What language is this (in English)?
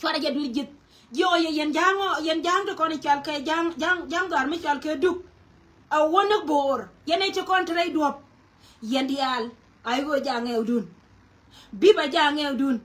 Nuer